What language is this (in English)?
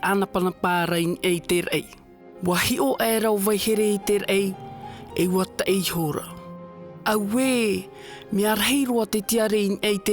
Tahitian